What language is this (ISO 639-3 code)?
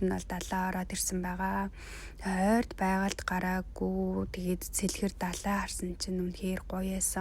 mon